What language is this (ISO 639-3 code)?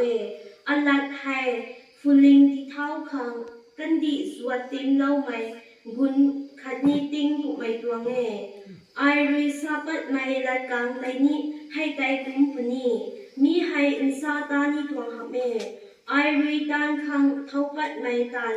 nbu